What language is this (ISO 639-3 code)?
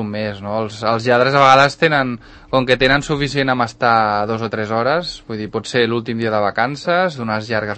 cat